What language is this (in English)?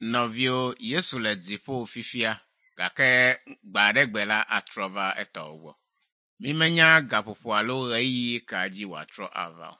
Ewe